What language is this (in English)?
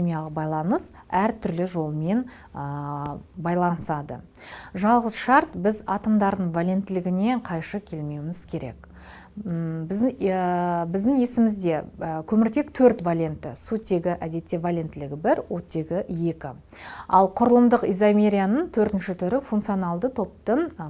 Kazakh